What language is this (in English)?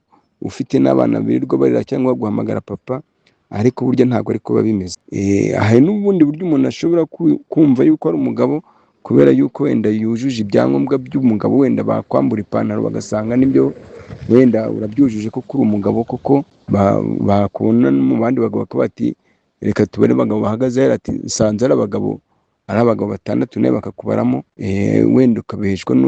Kinyarwanda